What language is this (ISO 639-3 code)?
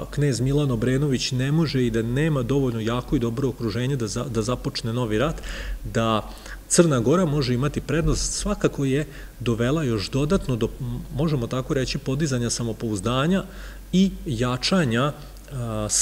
srp